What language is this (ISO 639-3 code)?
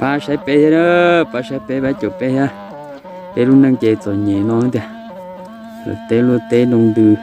hmn